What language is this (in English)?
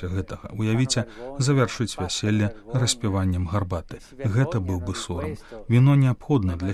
Belarusian